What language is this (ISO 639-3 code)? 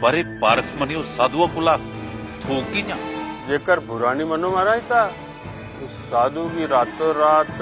doi